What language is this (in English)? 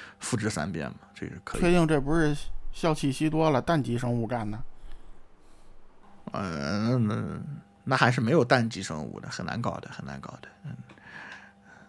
Chinese